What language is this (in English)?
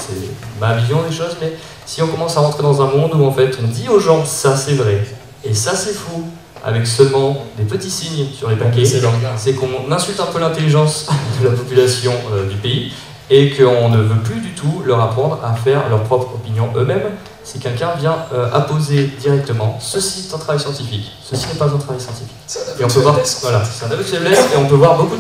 French